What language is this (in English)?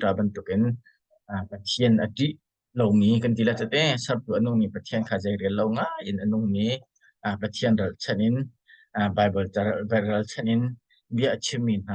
Hakha Chin